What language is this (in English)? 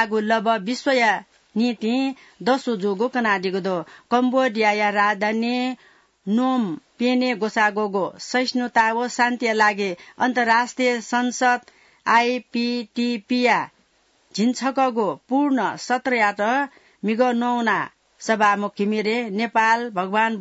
Newari